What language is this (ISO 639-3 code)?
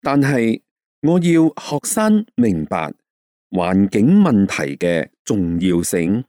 yue